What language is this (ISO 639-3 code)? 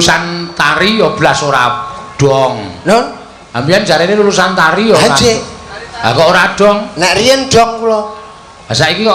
jav